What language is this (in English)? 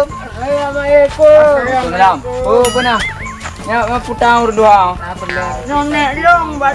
Achinese